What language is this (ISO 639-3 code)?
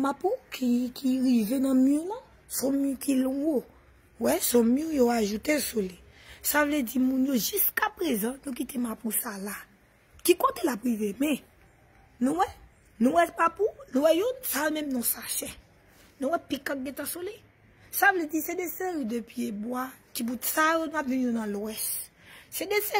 hat